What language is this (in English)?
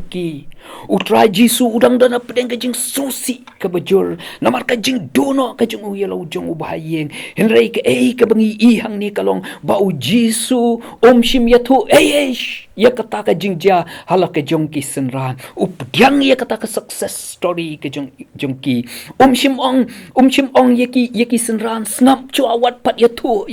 Khasi